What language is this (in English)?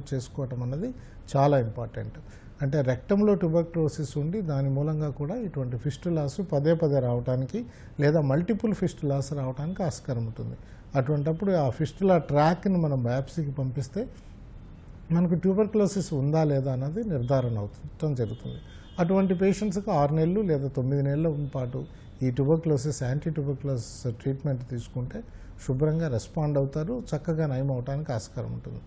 Telugu